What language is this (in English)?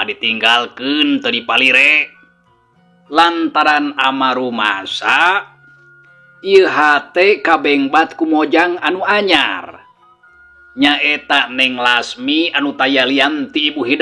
Sundanese